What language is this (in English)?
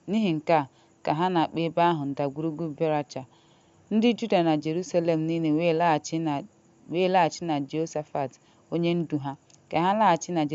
Igbo